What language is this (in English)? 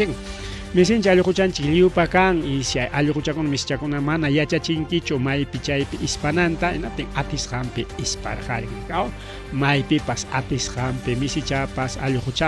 Ayacucho Quechua